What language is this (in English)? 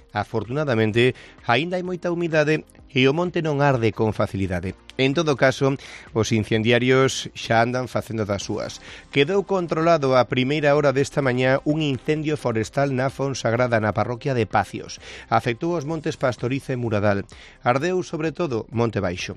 Galician